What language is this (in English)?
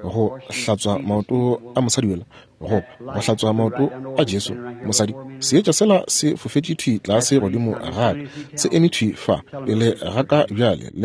Northern Sotho